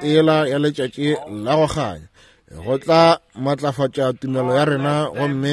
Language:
Northern Sotho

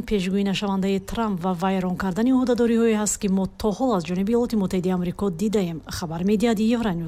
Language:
Tajik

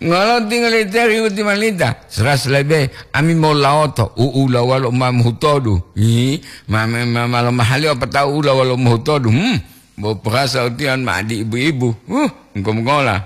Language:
Gorontalo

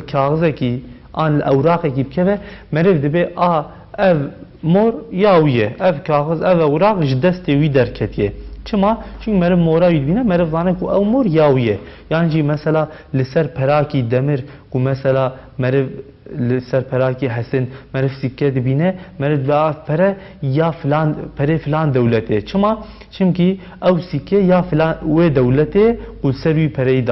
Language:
Kurdish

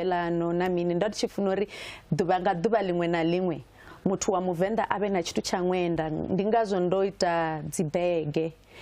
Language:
Venda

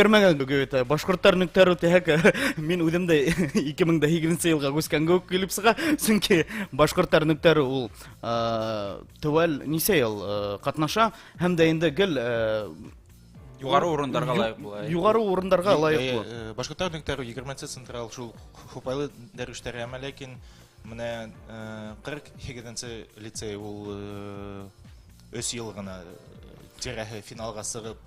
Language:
Bashkir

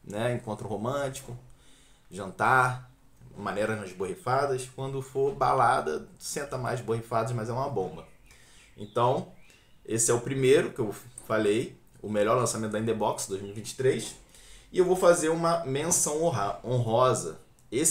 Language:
Portuguese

